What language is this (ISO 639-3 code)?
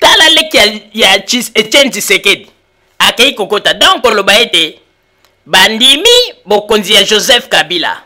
lin